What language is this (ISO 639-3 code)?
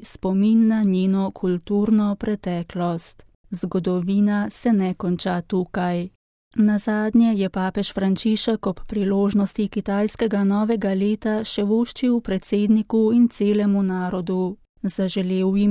slv